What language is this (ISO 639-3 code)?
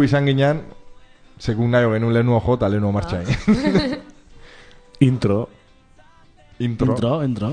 eus